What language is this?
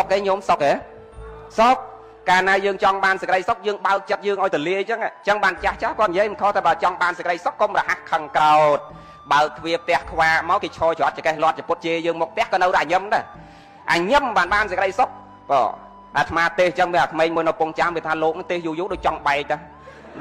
Khmer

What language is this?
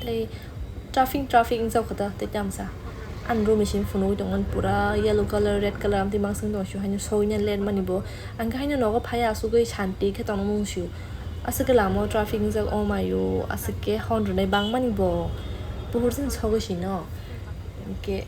Kok Borok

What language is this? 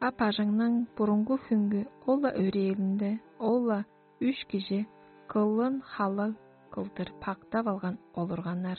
Tuvinian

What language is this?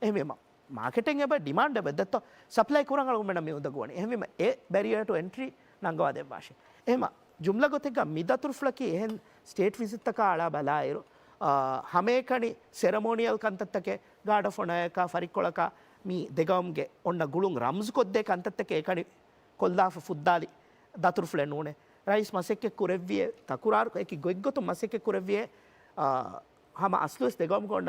Divehi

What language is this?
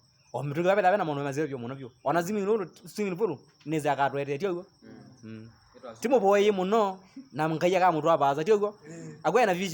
Kamba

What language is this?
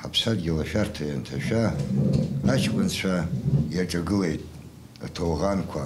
Abkhazian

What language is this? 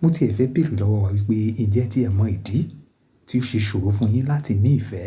Yoruba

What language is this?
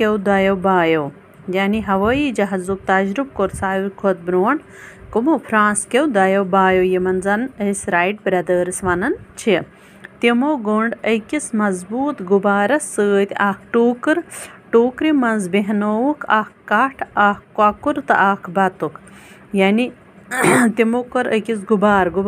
Kashmiri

